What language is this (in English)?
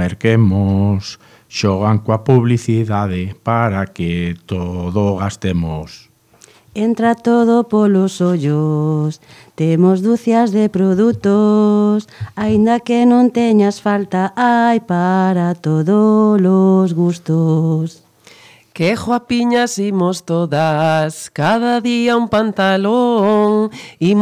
Galician